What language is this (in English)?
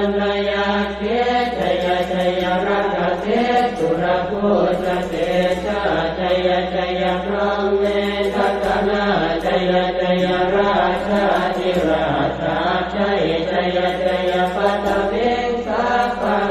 Pali